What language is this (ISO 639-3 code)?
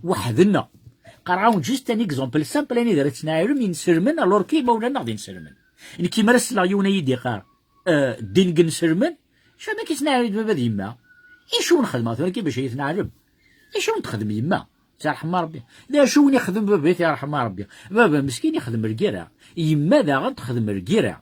kab